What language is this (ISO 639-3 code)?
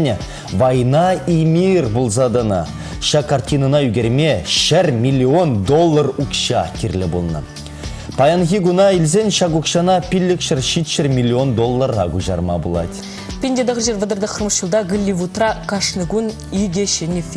chv